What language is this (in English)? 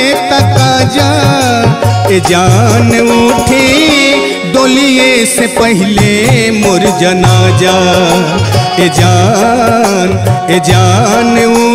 Bhojpuri